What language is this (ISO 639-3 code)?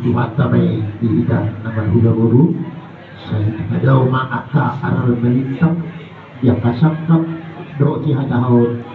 bbc